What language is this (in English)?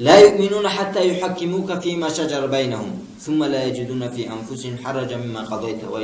Avaric